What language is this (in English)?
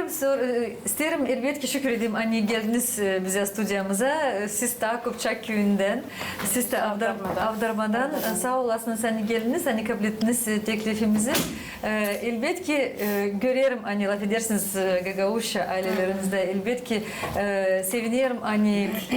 Gagauz